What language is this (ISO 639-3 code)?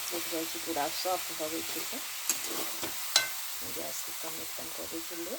mai